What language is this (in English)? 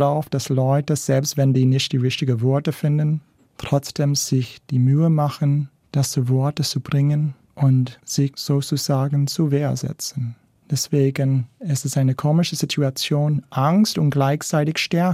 German